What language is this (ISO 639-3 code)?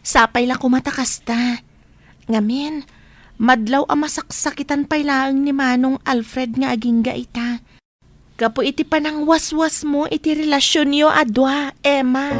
ilo